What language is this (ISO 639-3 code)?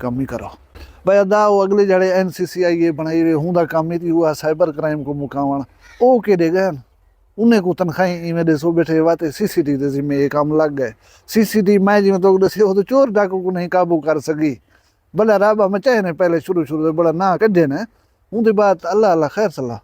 skr